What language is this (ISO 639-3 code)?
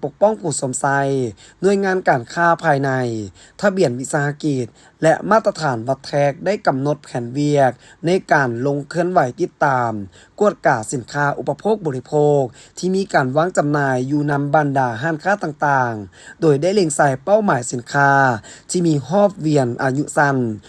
lao